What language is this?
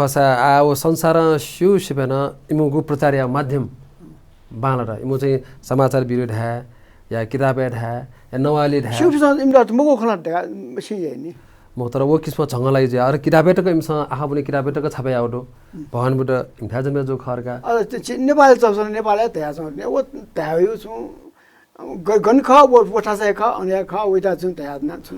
Newari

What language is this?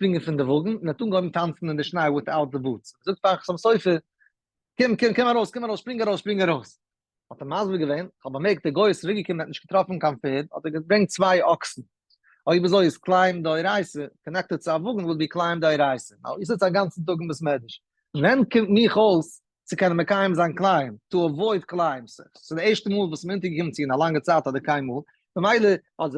Yiddish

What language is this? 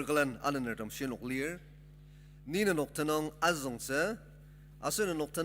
Ao Naga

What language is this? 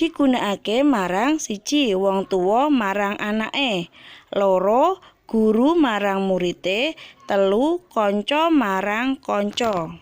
Javanese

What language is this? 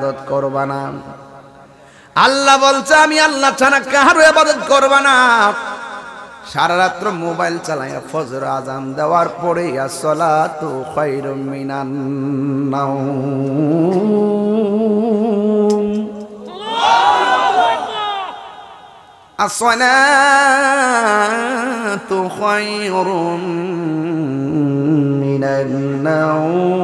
Bangla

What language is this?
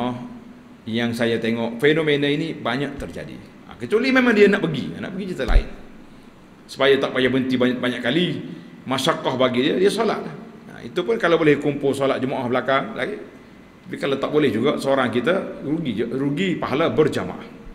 Malay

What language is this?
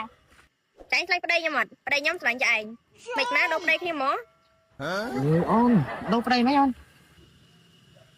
Khmer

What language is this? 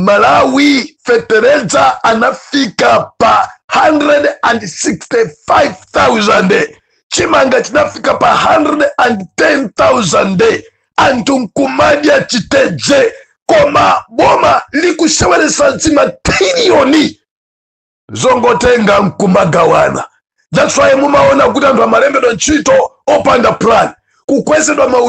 Nyanja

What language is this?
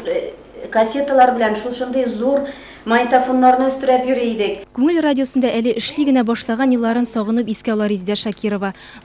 Tatar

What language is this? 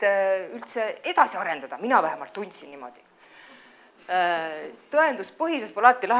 Estonian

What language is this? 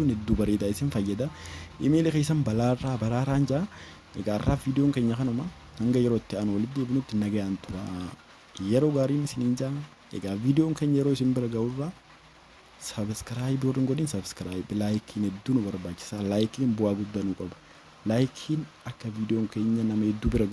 Oromo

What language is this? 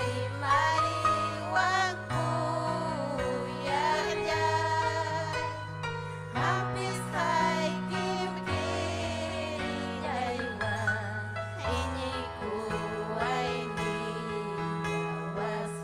Ayacucho Quechua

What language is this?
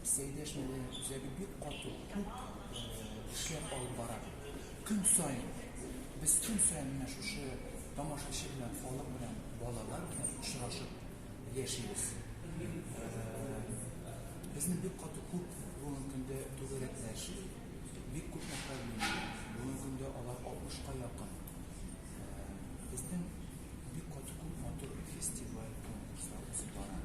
Tatar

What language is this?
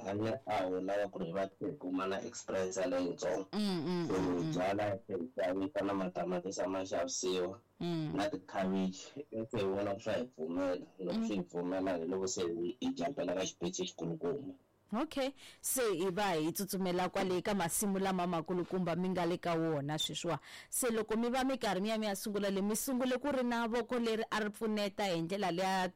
Tsonga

